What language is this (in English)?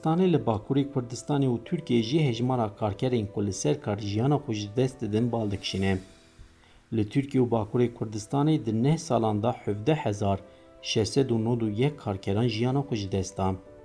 Kurdish